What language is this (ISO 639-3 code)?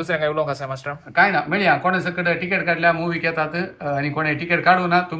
kok